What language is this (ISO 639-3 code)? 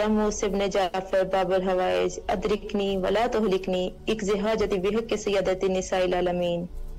urd